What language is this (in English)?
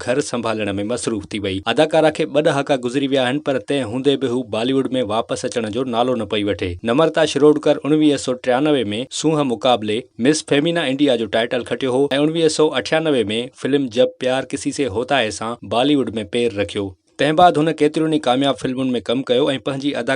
Sindhi